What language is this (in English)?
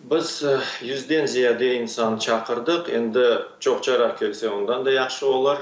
Crimean Tatar